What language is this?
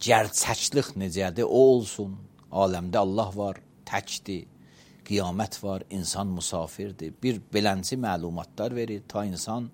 Azerbaijani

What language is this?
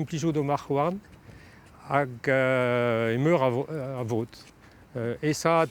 Breton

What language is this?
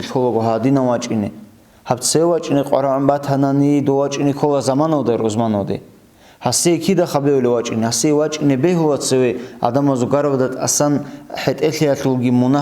Avaric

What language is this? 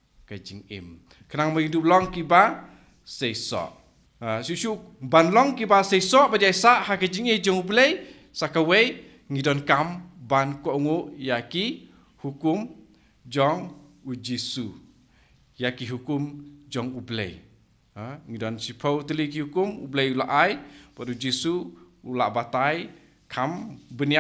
Khasi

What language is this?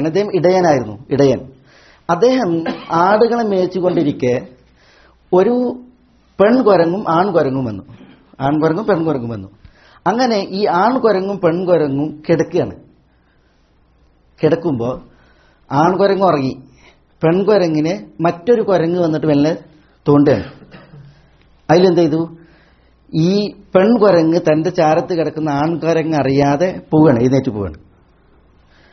Malayalam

